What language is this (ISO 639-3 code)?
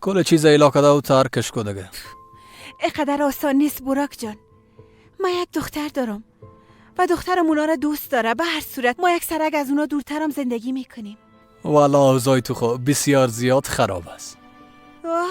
fas